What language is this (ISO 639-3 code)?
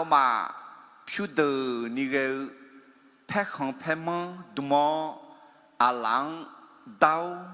ahk